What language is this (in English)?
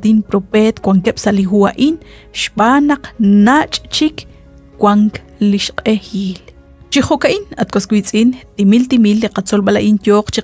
Kekchí